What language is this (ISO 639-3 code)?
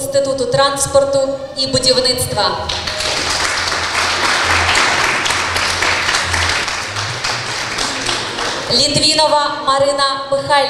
ukr